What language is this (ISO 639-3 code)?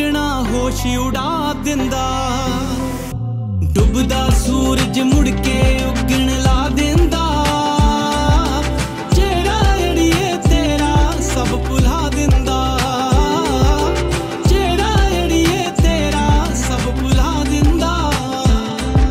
pan